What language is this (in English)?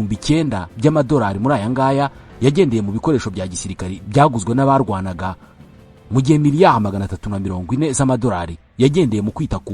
Kinyarwanda